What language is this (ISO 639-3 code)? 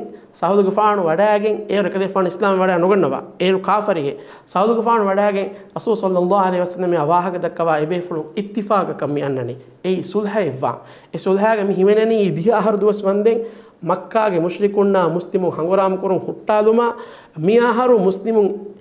div